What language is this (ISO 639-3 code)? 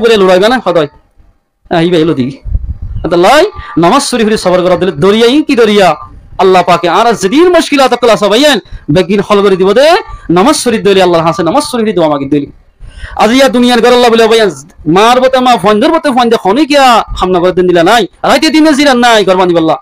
rhg